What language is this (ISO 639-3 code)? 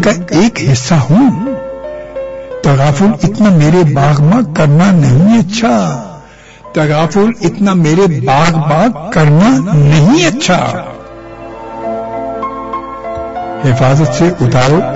urd